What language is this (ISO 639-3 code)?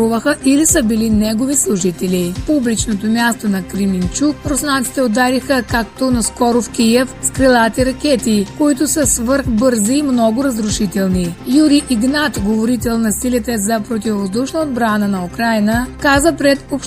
bul